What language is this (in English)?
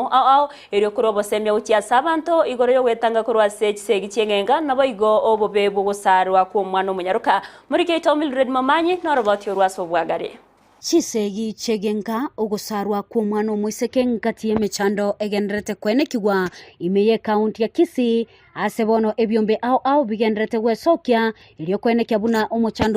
Gusii